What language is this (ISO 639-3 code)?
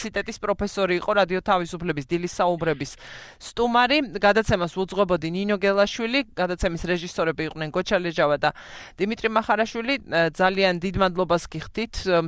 kat